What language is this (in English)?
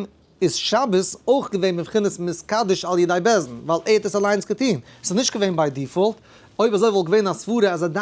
Yiddish